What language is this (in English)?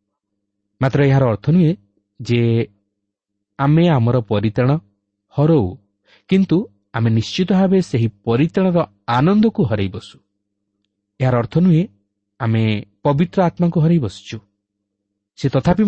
Odia